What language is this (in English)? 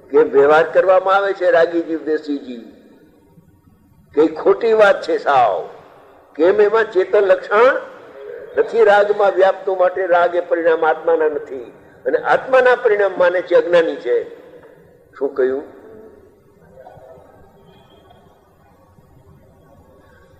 Gujarati